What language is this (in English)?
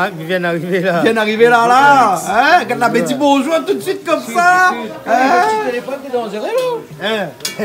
Réunion Creole French